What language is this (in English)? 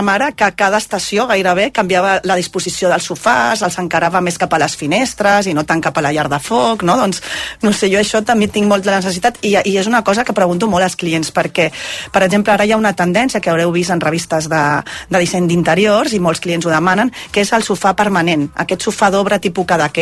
Catalan